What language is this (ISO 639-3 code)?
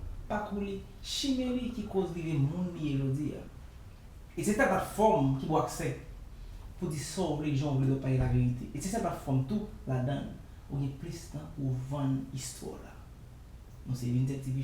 hat